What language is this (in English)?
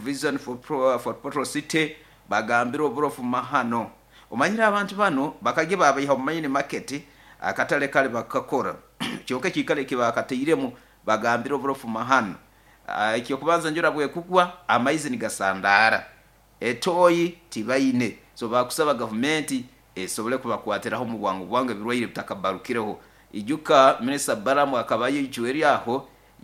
Nyoro